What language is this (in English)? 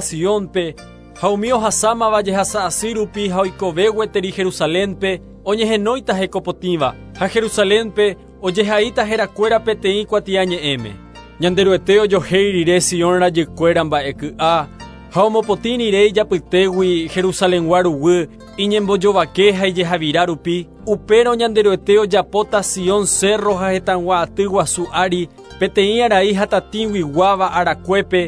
Guarani